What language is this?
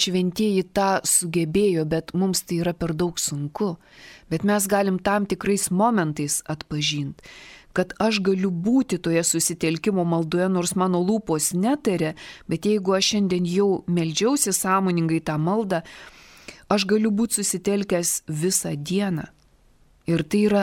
Lithuanian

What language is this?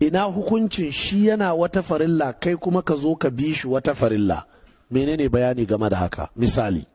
Hausa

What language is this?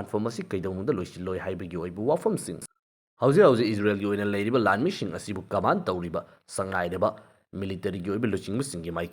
Manipuri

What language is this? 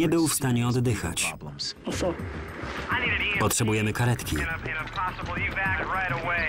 Polish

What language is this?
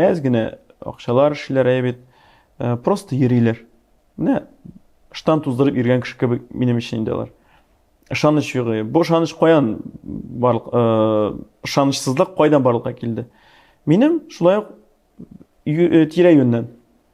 Tatar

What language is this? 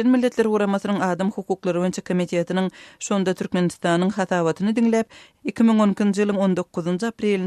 Turkmen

